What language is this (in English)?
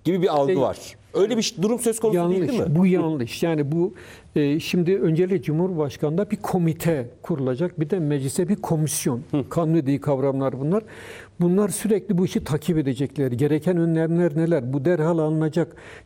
Turkish